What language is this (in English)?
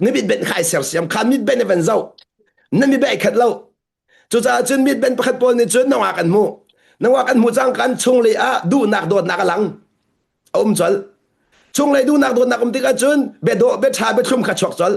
Hakha Chin